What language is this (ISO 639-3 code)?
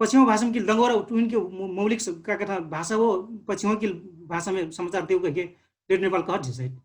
thl